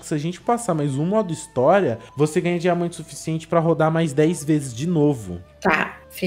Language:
Portuguese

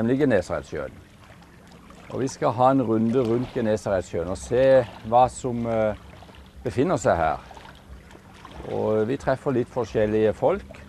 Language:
Norwegian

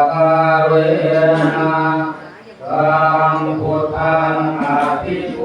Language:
Pali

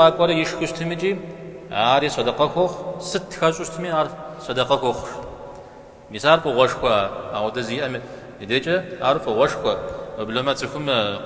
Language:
Kabardian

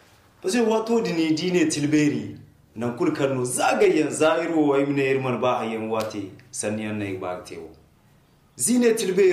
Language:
Zarma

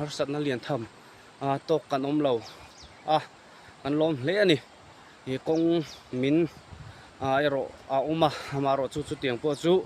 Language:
Mizo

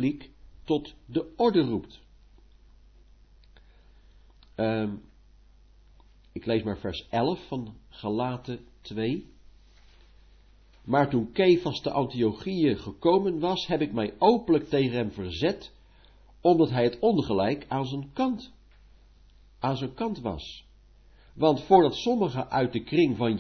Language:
Dutch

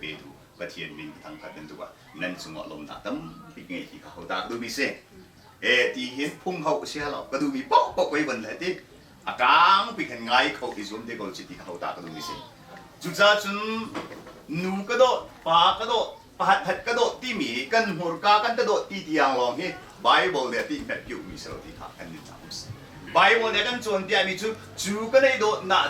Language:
Hakha Chin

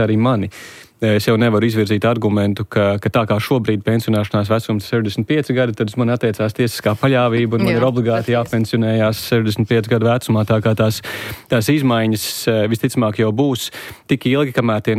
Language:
Latvian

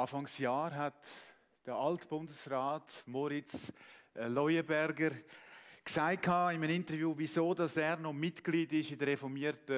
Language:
Swiss German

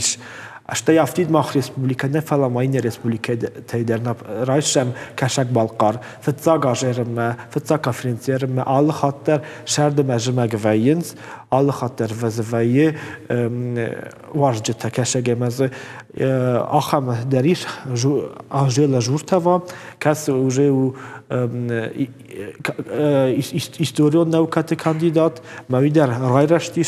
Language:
Ossetic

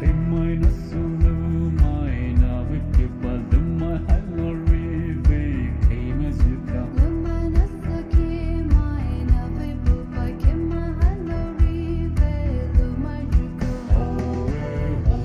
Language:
Poumei Naga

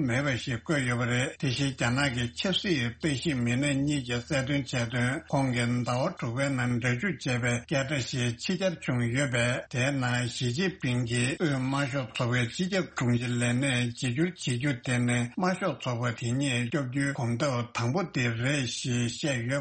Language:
Tibetan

